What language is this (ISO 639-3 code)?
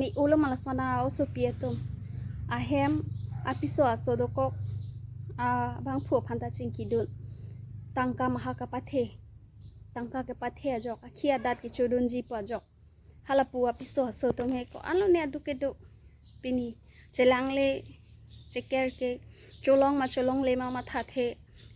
mjw